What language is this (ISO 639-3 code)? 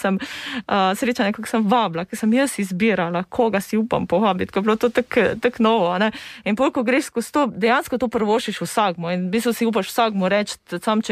slv